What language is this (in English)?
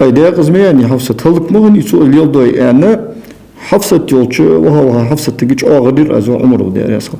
Ingush